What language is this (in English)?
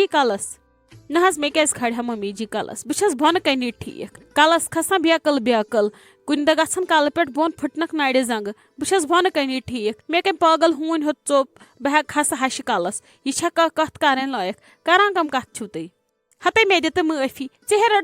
Kashmiri